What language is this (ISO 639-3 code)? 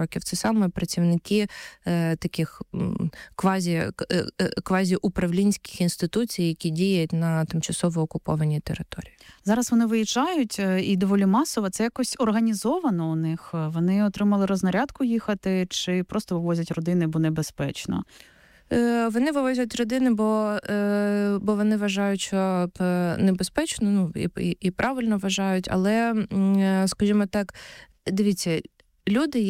ukr